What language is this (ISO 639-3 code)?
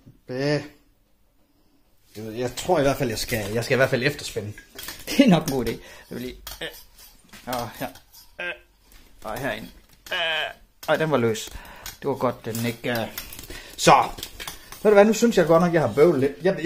dan